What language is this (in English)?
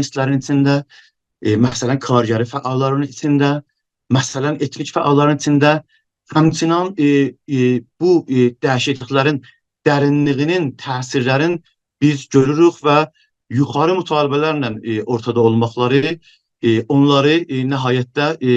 South Azerbaijani